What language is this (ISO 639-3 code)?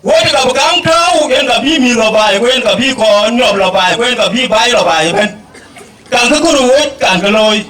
din